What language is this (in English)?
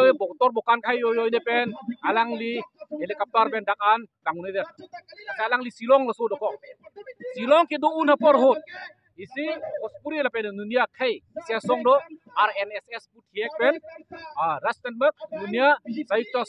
Karbi